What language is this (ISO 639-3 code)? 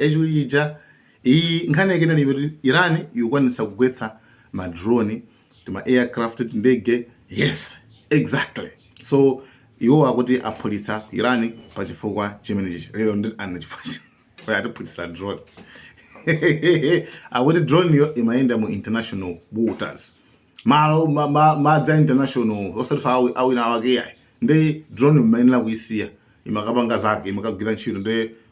nya